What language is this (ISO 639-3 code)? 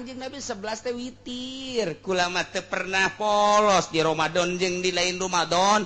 sun